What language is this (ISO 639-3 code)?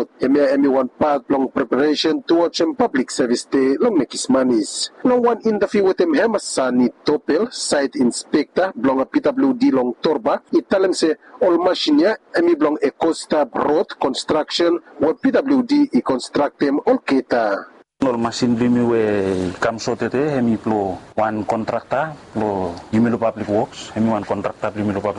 bis